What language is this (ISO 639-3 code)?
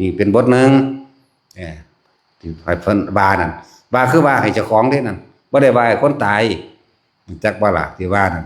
lao